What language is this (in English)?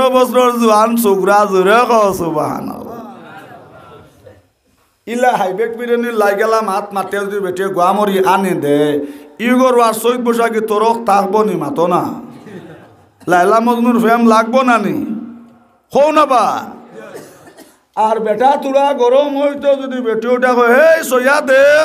Sylheti